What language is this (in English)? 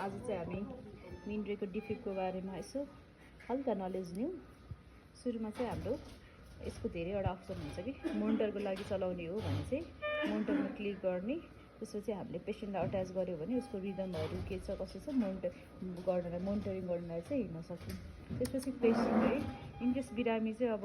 Nepali